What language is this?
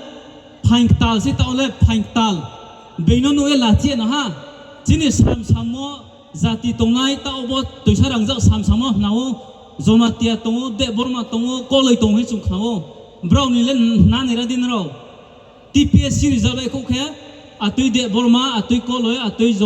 Riang (India)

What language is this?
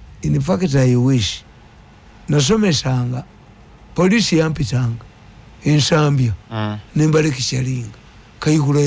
Ganda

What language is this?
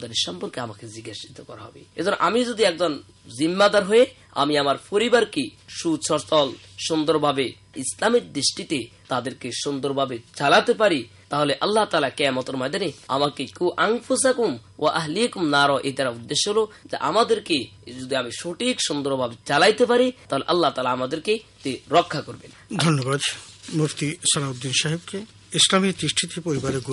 Bangla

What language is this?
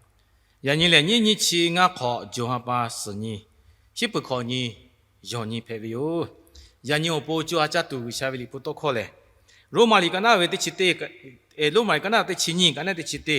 Lahu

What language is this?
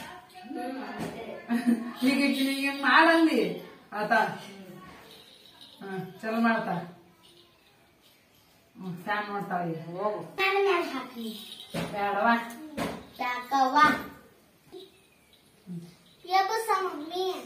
Kannada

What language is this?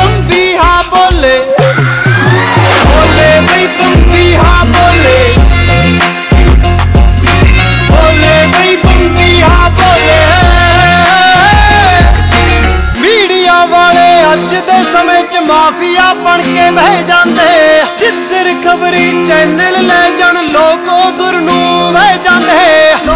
Punjabi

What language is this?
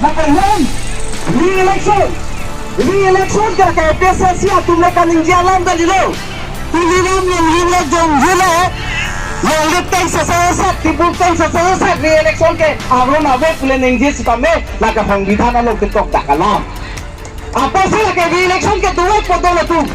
Karbi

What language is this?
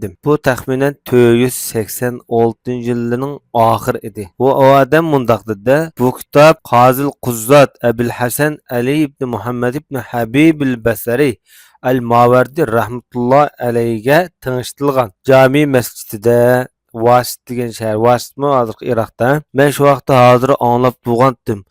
Uyghur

